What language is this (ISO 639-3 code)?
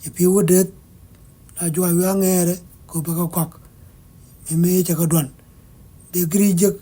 nus